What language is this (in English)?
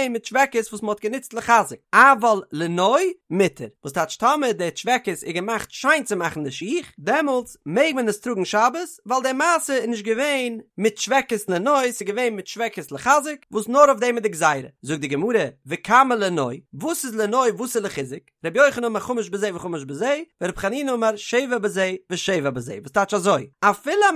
Yiddish